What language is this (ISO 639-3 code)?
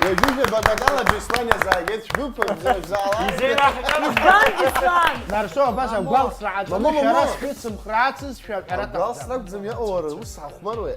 abk